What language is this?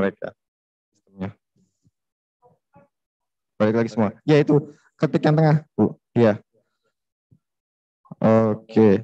Indonesian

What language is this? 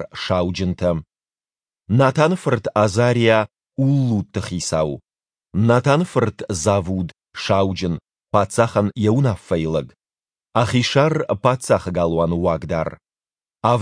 Ossetic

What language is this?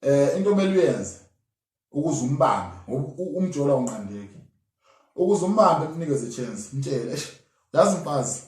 Zulu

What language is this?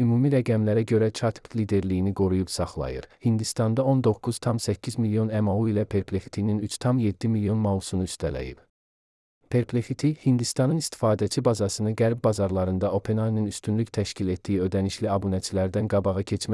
Azerbaijani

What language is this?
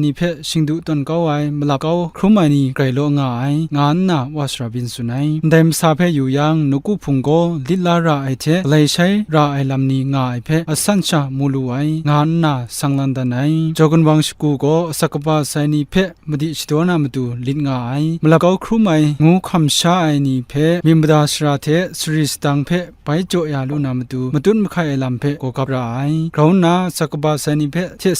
Kachin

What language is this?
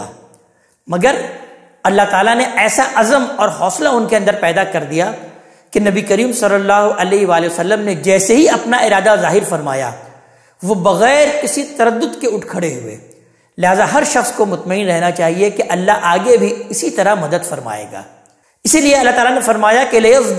Urdu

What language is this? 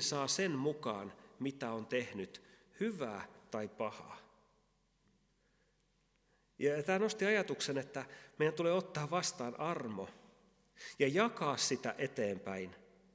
Finnish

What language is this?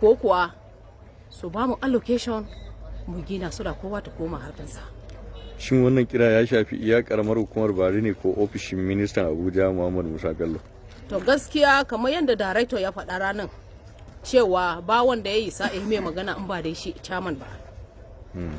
Hausa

